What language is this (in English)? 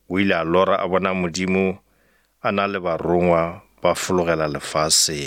Northern Sotho